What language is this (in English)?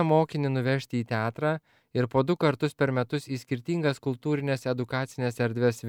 Lithuanian